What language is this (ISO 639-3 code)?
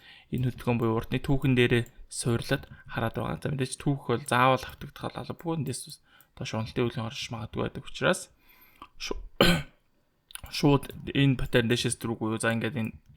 mon